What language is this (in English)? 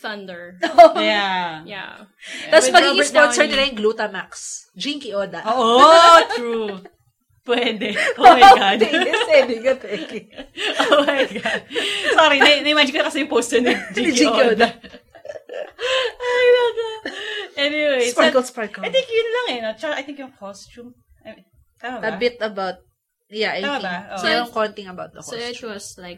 Filipino